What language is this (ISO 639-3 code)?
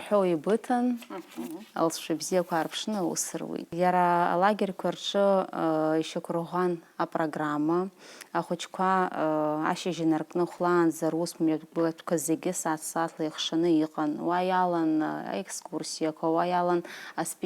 abk